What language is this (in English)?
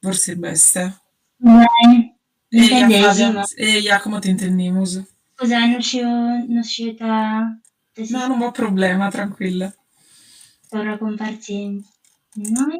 Sardinian